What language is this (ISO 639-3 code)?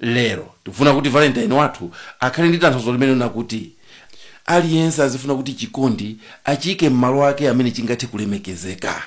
nya